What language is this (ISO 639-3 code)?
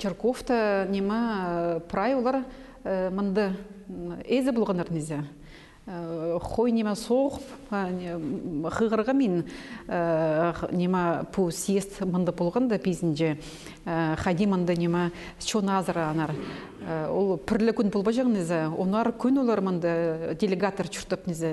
kjh